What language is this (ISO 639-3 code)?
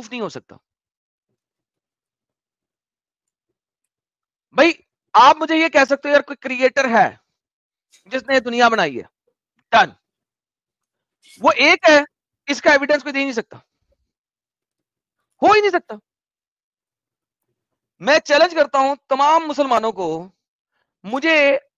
urd